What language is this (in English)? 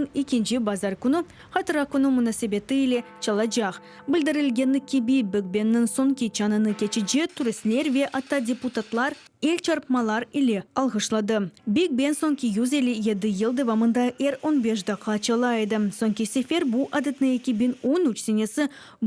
Crimean Tatar